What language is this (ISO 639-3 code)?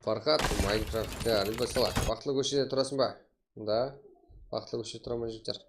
kaa